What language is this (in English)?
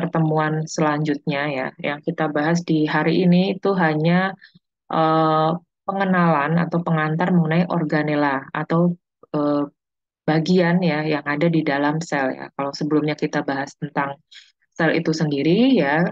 Indonesian